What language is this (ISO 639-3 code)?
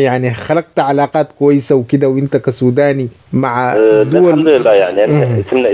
apd